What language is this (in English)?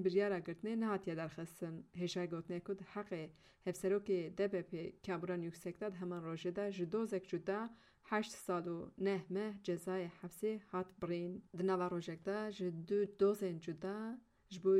Kurdish